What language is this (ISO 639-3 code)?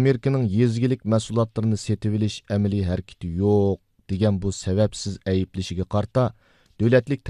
uig